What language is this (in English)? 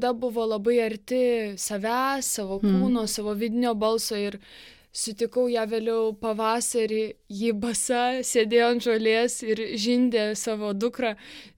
Lithuanian